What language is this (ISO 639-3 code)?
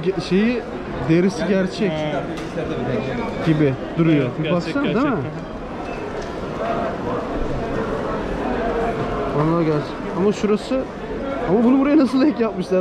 tur